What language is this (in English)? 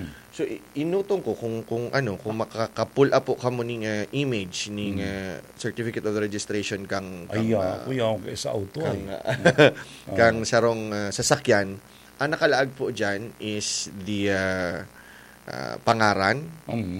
Bikol